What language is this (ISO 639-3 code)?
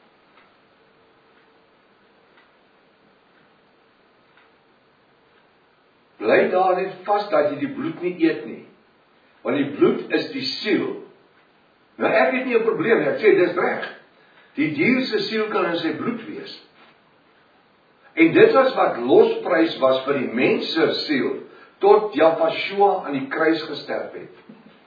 afr